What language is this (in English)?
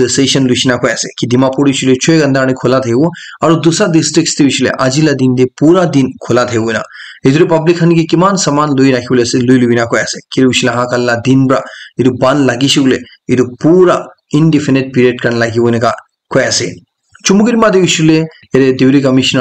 Naga Pidgin